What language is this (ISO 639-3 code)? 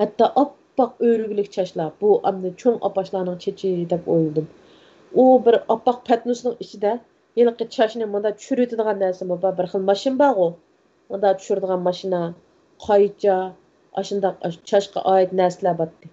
uig